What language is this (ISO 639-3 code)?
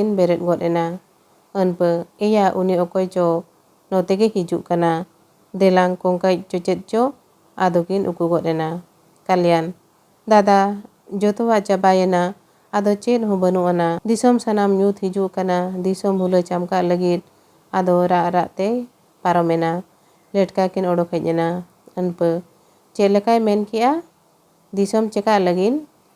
sat